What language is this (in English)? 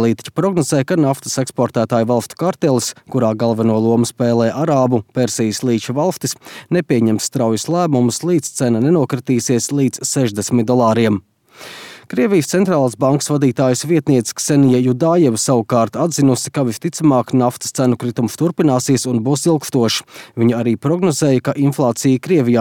Latvian